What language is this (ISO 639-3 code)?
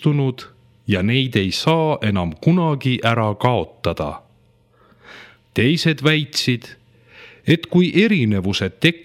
est